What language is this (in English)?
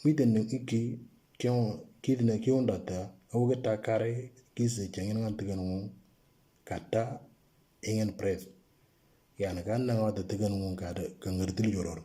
Moro